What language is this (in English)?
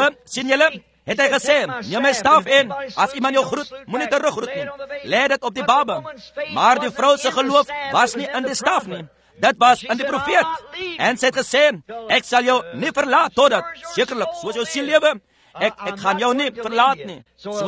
Afrikaans